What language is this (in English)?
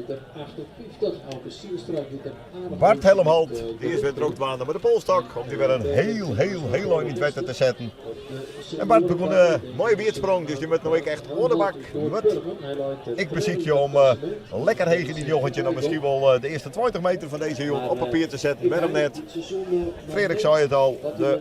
Western Frisian